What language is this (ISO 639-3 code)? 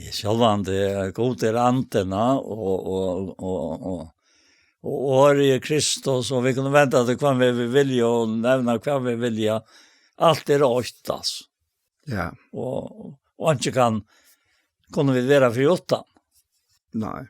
fao